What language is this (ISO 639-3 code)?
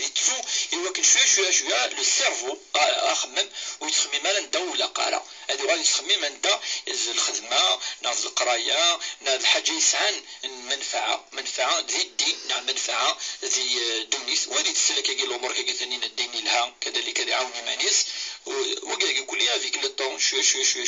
kab